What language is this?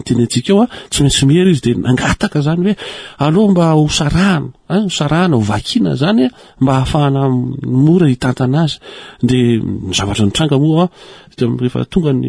Malagasy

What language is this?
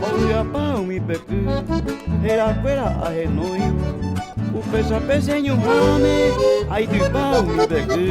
Guarani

